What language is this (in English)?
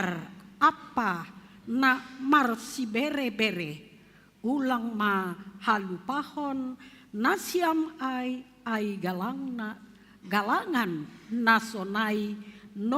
Batak Simalungun